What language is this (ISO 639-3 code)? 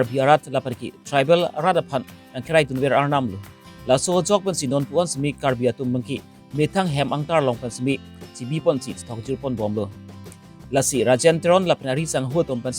mjw